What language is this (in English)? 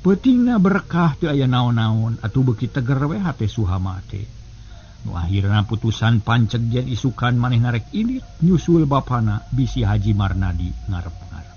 Sundanese